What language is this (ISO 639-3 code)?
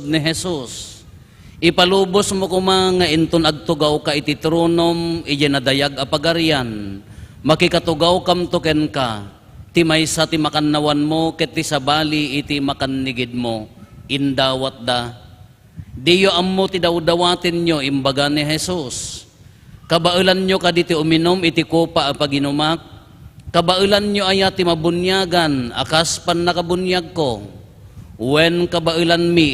ilo